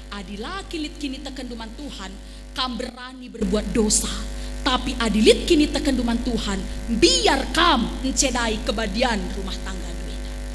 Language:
Batak Karo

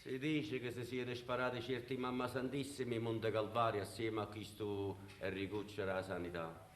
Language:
Neapolitan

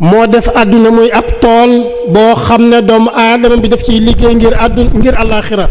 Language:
Wolof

